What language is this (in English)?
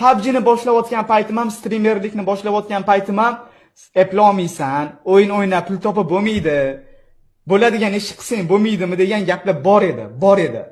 Uzbek